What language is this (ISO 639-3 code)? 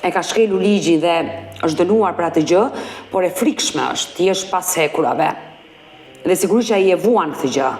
sqi